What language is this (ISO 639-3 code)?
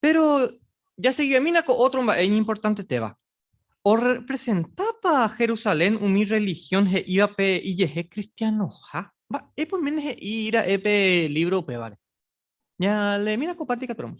grn